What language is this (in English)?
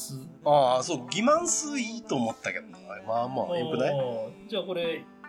Japanese